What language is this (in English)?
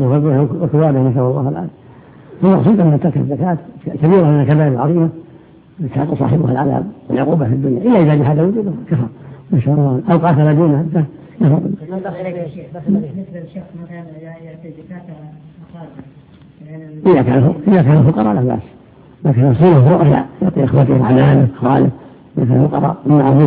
Arabic